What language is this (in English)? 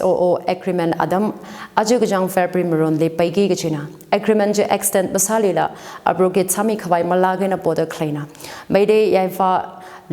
Tangkhul Naga (India)